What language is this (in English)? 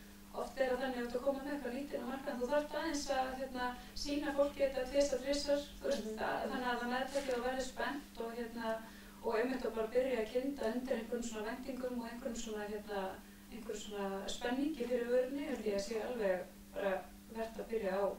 Icelandic